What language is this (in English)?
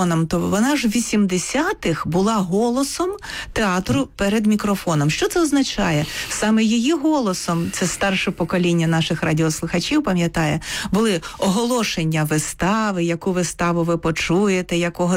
Ukrainian